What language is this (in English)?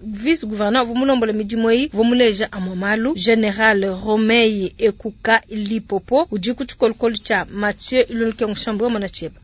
Luba-Lulua